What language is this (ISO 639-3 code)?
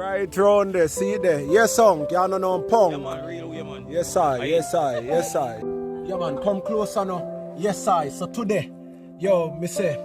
jam